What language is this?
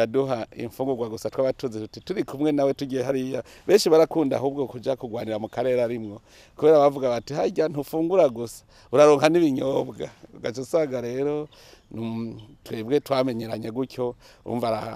Rundi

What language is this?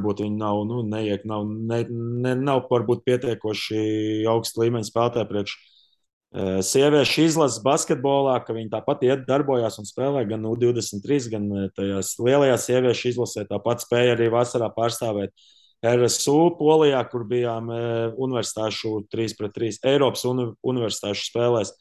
Latvian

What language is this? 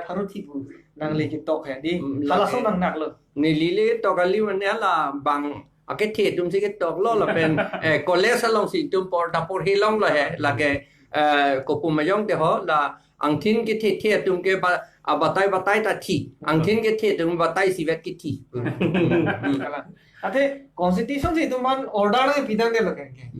Karbi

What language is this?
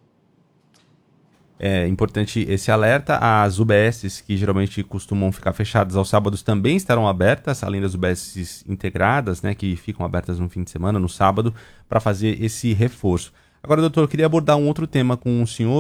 Portuguese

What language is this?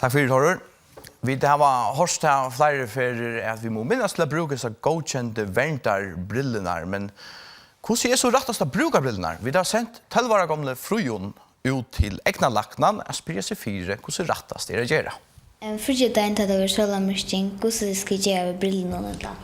Faroese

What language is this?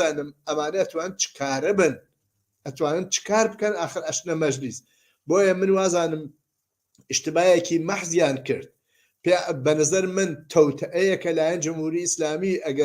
Central Kurdish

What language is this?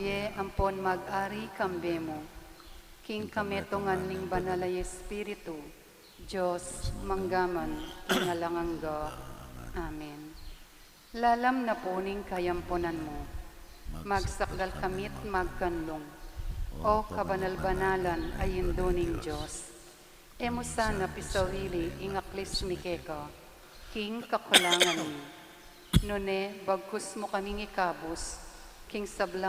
Pampanga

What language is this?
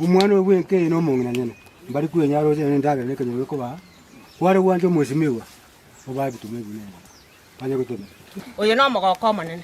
Gusii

